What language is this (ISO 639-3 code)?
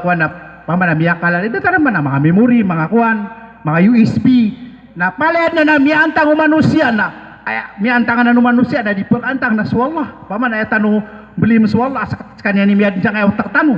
mrw